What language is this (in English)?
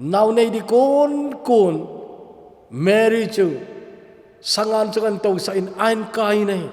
Thado Chin